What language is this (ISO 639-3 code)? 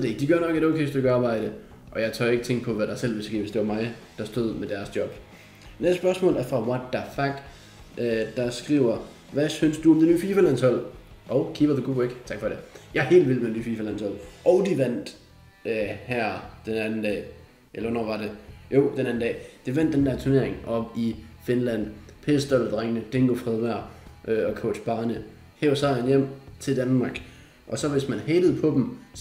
dan